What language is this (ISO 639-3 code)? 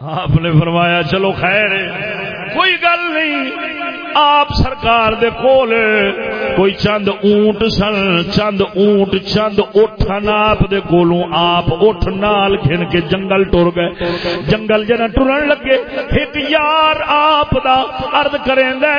skr